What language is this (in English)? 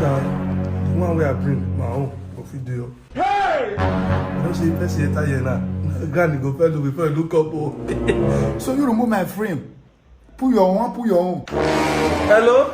Nigerian Pidgin